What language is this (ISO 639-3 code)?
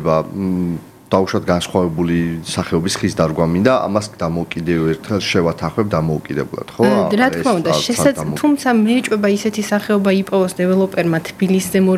kat